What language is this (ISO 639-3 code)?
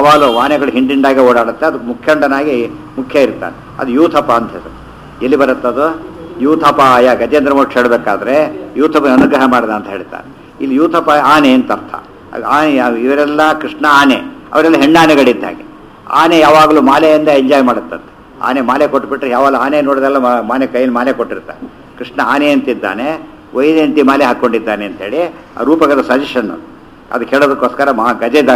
kan